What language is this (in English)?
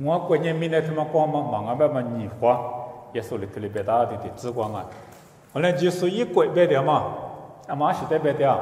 Lisu